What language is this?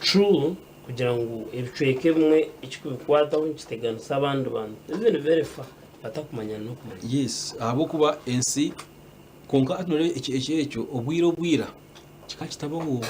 Nyankole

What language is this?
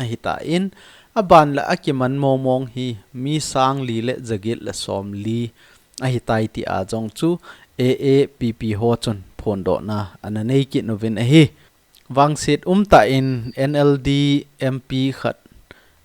Thado Chin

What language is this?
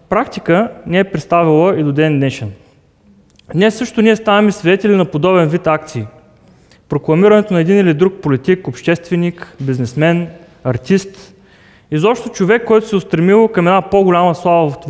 Bulgarian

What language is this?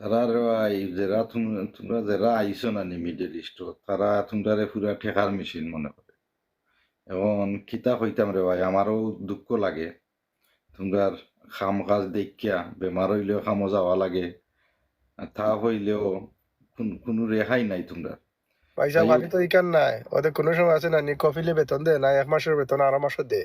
Sylheti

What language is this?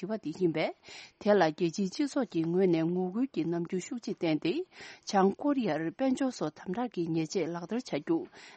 Tibetan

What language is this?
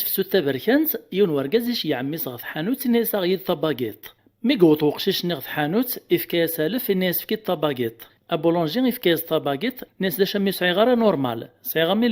Kabyle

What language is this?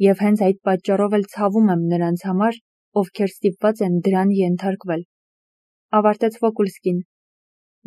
Armenian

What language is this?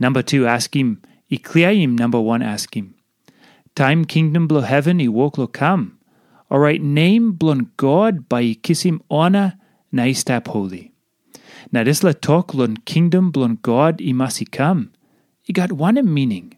Tok Pisin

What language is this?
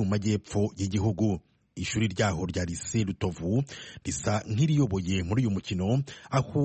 Kinyarwanda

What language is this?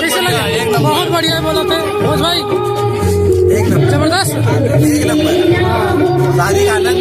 Chhattisgarhi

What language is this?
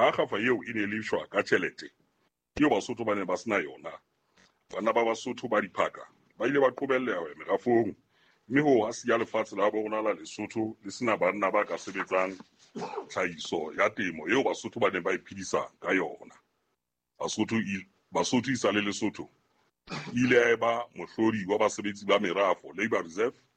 Southern Sotho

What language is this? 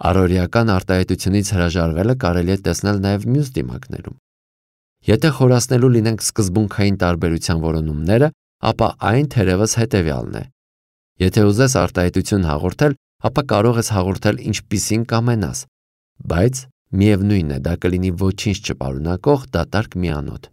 Armenian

